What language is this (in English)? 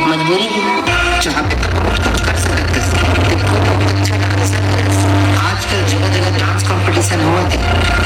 Chhattisgarhi